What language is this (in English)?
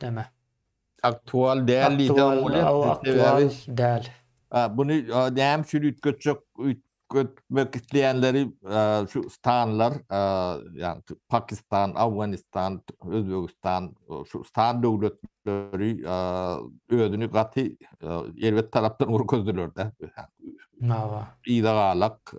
Turkmen